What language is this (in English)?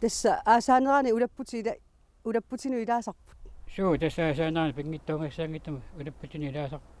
Kalaallisut